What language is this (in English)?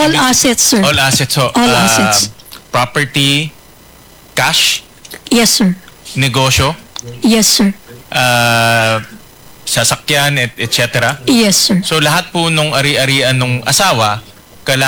Filipino